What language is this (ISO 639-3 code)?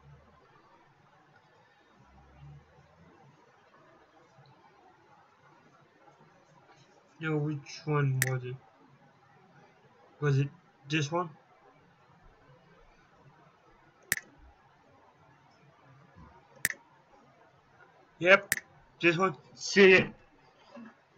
eng